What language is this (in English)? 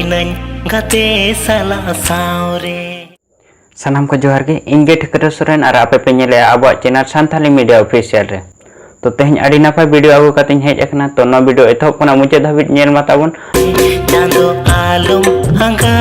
Santali